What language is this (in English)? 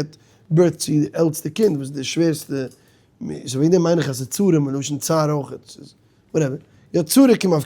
Yiddish